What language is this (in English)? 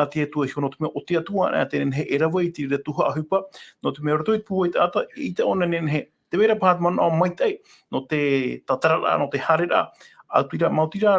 Tahitian